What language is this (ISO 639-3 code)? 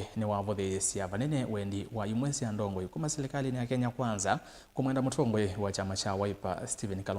kam